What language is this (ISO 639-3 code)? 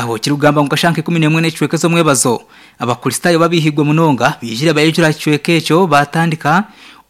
nyn